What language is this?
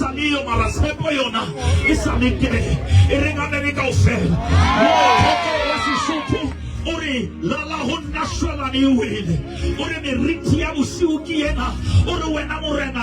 Southern Sotho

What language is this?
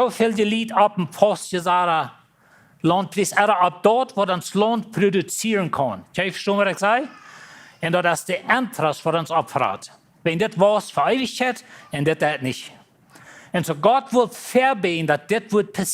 Plautdietsch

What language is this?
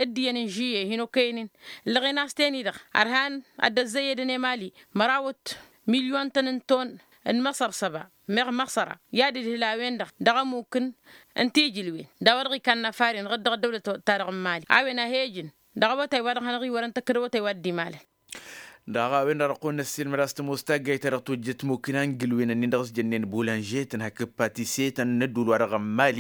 Tamasheq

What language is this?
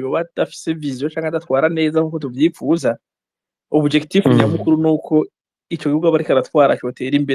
Rundi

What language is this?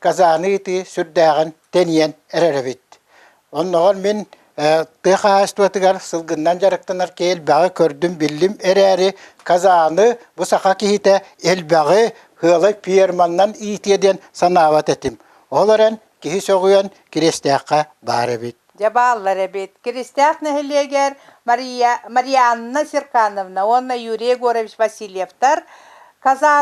Yakut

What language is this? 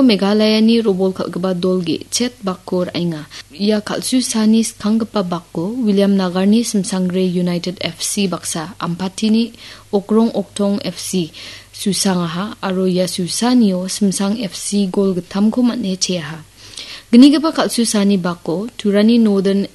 Garo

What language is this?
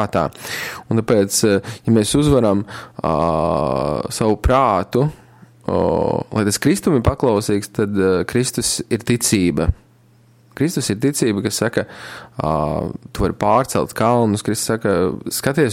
Latvian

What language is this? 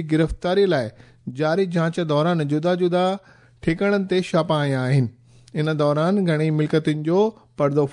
Sindhi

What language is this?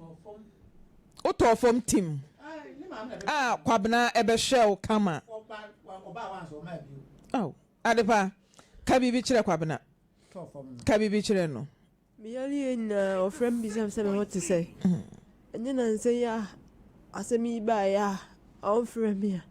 Akan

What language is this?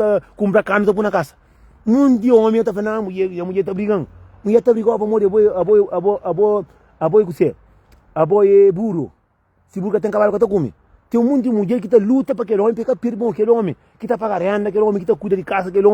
Kabuverdianu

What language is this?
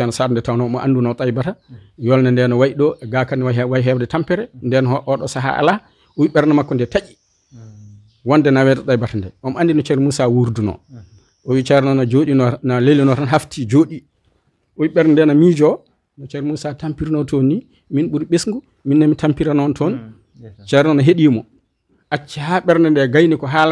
Fula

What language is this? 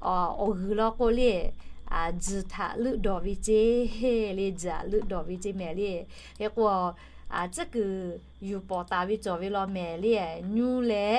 Lahu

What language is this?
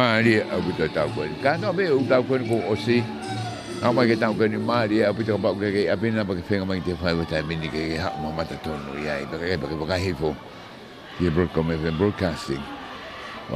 Tongan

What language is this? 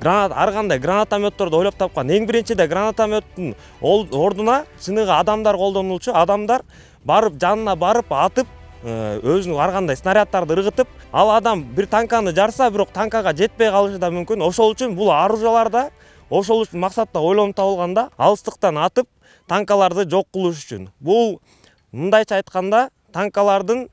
Kyrgyz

